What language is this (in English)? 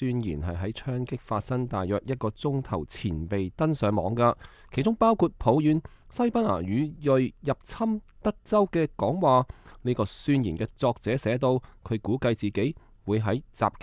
Cantonese